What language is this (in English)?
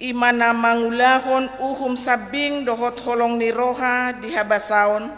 Batak Toba